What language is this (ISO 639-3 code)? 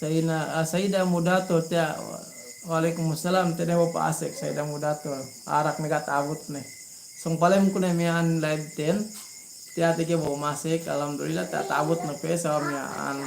yka